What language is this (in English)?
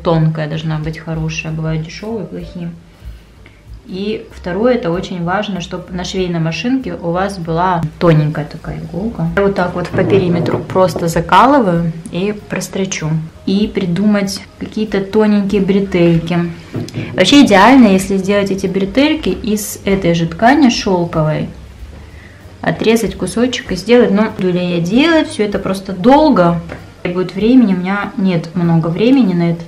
Russian